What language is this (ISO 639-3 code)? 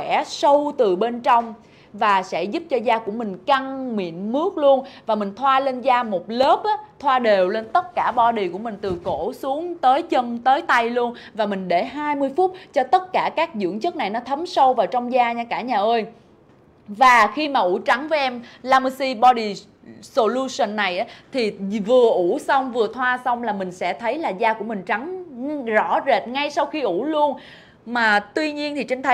vie